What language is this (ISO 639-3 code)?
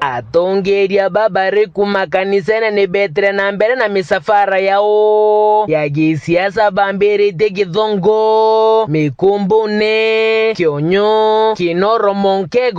mer